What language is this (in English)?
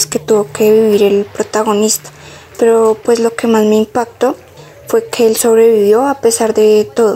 Spanish